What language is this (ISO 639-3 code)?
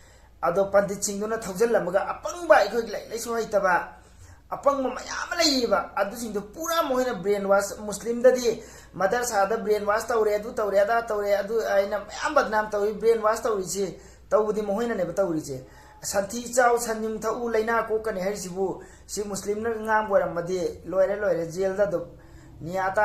mni